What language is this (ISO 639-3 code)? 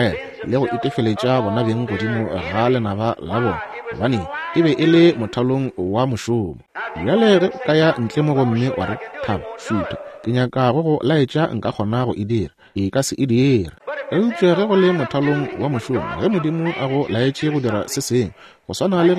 nso